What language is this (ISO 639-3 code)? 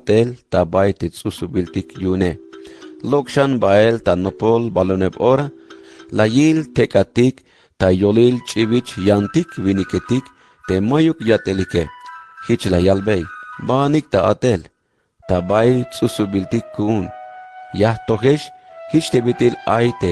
tzh